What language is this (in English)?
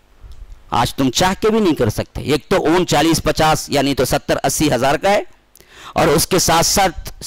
Urdu